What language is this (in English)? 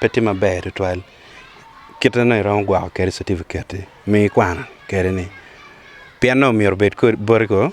Acoli